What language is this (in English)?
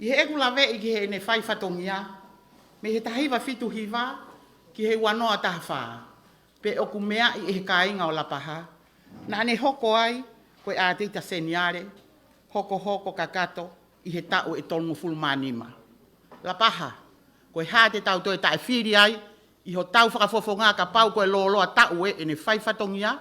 Tongan